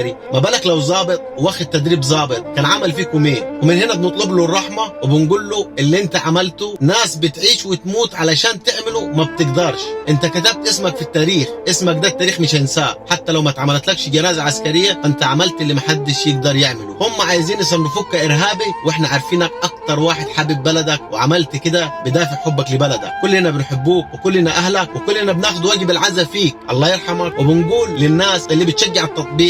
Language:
Egyptian Arabic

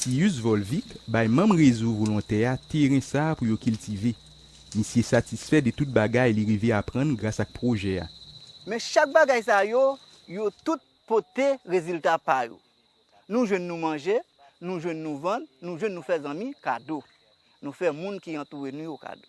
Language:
Haitian Creole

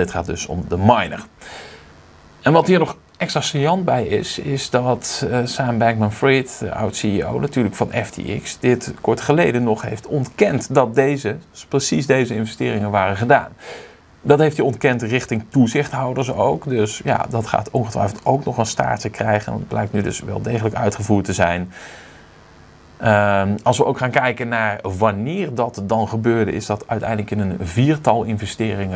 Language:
Dutch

